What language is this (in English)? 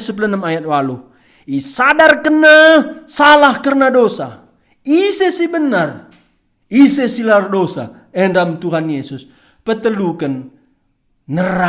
Batak Karo